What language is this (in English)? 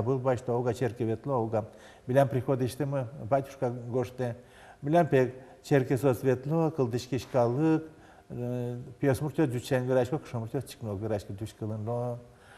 Udmurt